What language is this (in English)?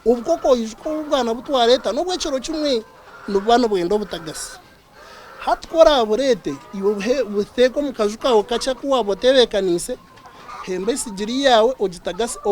Nyankole